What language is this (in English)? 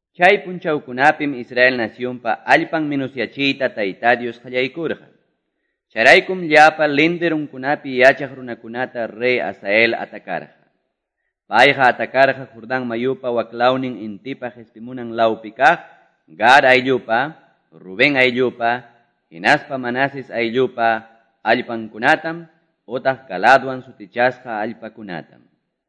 Quechua